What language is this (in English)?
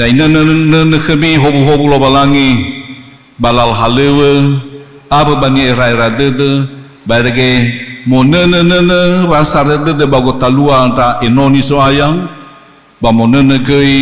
Nias